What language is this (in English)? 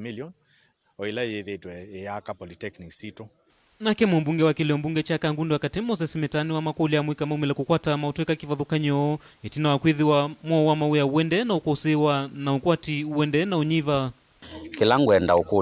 Kamba